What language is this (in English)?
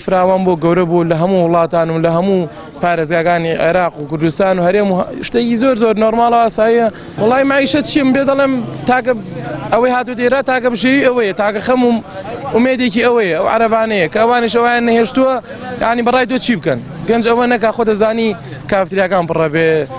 Central Kurdish